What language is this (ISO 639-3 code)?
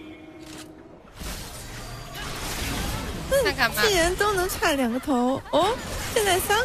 zho